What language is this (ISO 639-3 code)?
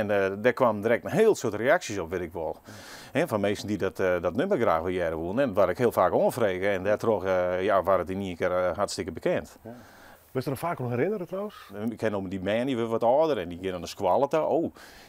fry